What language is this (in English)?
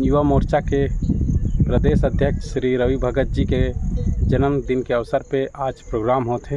Chhattisgarhi